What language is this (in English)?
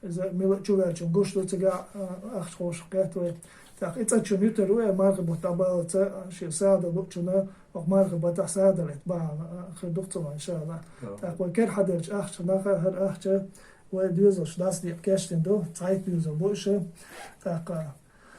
Chechen